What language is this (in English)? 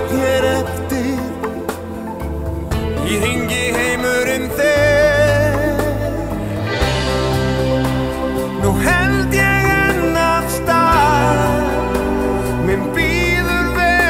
Icelandic